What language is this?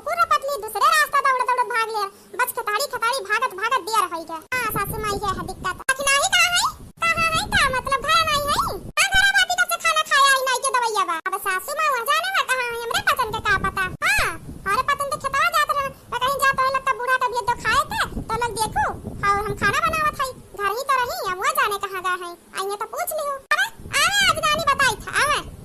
Awadhi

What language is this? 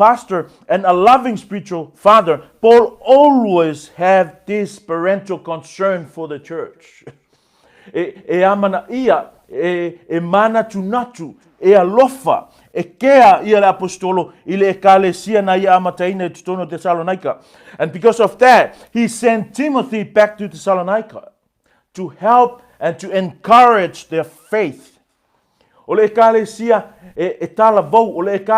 Samoan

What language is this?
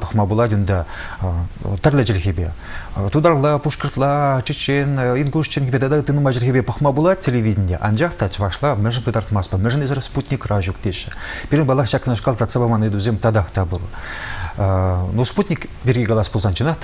Chuvash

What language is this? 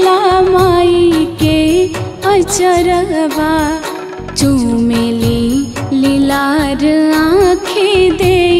Bhojpuri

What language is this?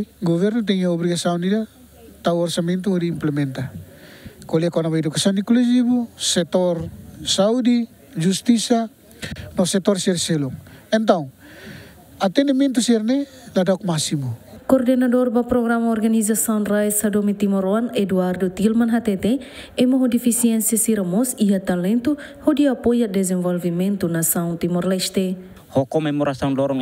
Tetum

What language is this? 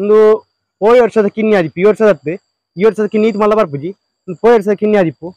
Tulu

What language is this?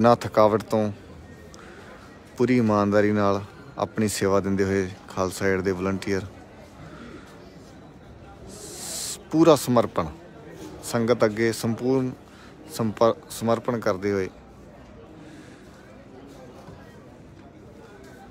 Punjabi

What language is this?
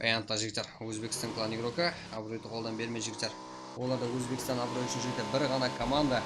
Kara-Kalpak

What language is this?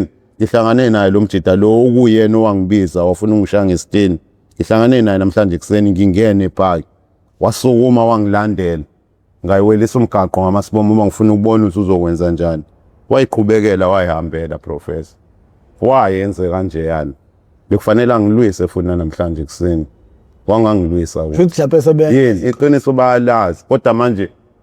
Zulu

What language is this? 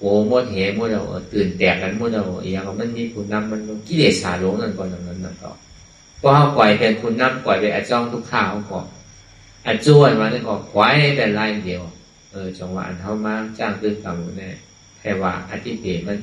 Shan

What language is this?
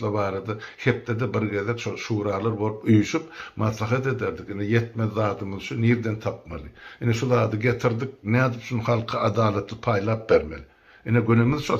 Turkmen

